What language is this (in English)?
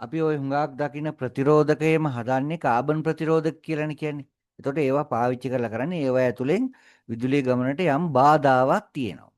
Sinhala